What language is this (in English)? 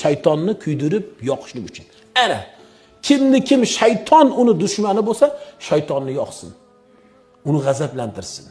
Uzbek